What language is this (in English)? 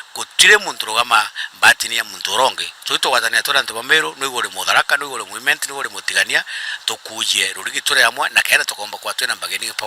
Meru